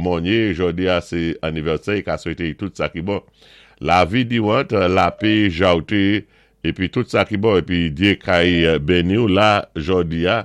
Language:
Saint Lucian Creole French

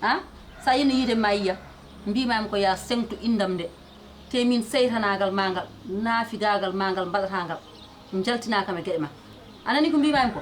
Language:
Fula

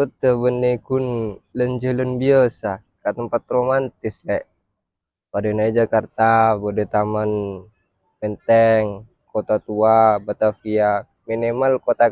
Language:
Madurese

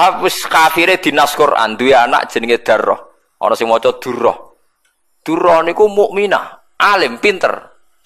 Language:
Javanese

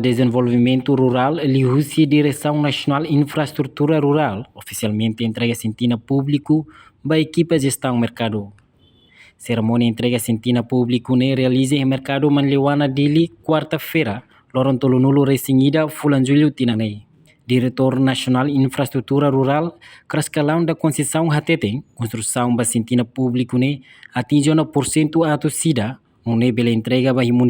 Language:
Tetum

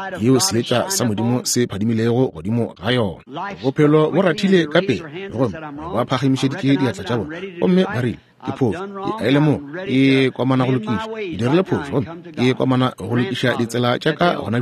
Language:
Northern Sotho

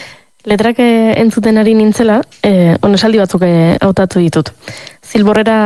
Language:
Basque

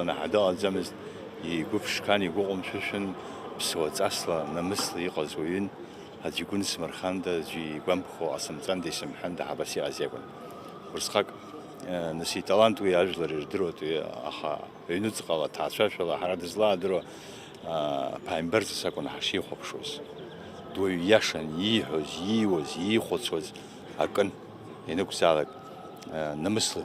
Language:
Abkhazian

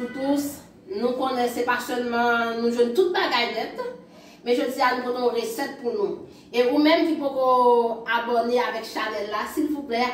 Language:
Haitian Creole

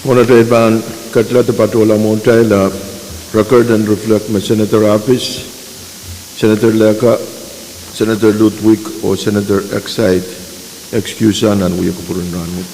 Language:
Pohnpeian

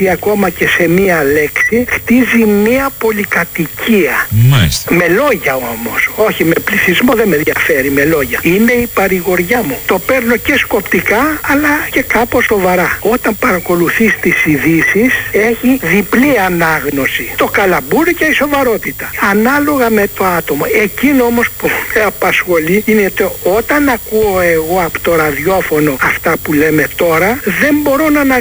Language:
Greek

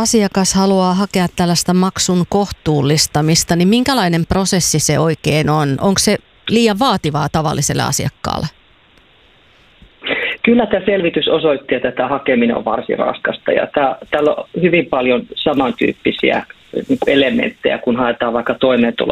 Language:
Finnish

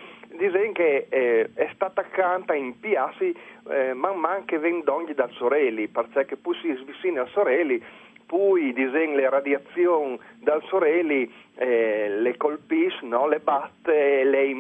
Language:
Friulian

